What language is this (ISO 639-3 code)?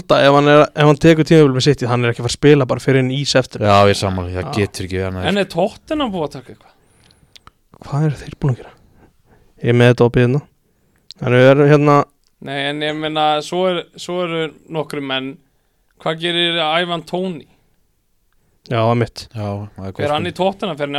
isl